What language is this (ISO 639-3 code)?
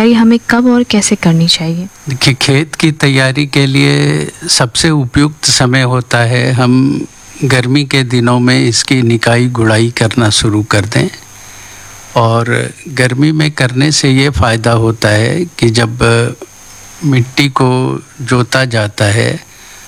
hin